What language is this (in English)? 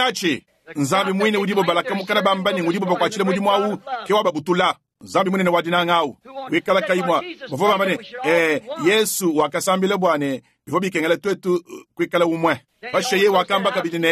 Luba-Lulua